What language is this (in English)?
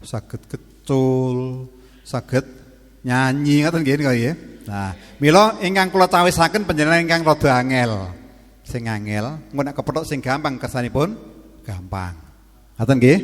Javanese